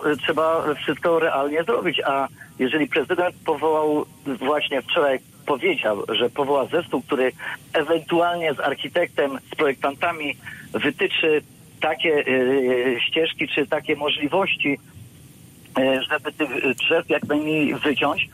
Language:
Polish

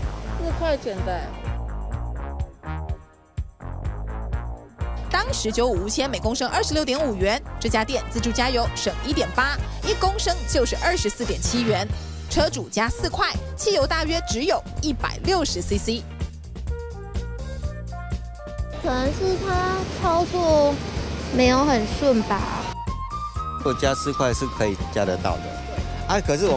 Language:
Chinese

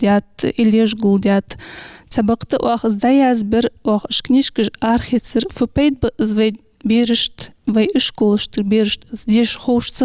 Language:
Ingush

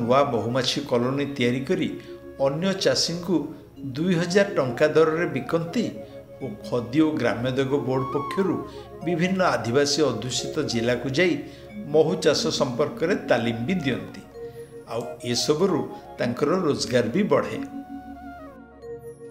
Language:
Odia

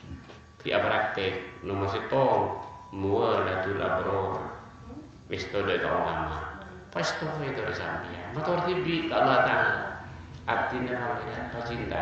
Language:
Madurese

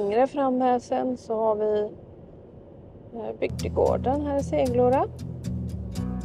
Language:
Swedish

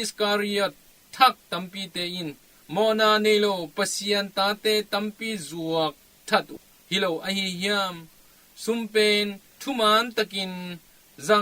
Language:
Tedim Chin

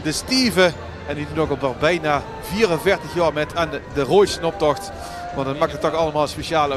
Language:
Limburgish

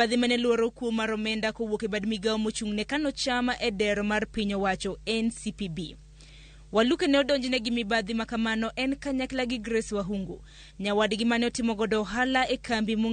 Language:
Luo (Kenya and Tanzania)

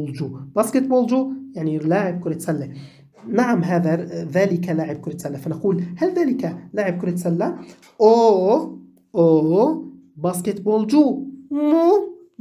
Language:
Arabic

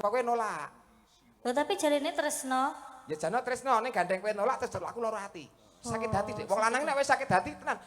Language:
Javanese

